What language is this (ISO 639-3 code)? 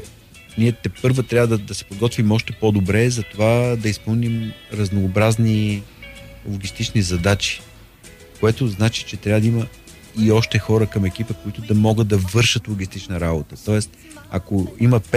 bul